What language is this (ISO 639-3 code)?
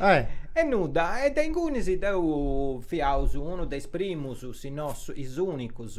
srd